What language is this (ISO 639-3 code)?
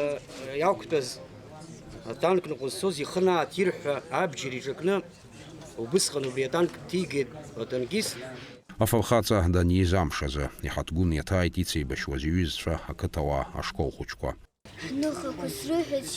abk